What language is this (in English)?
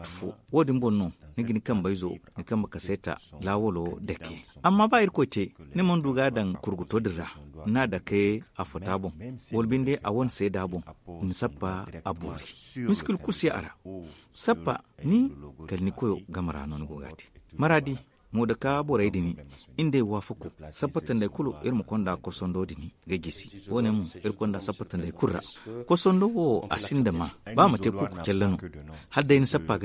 Zarma